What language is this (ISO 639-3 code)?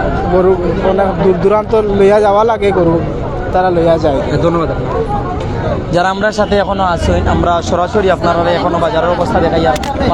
syl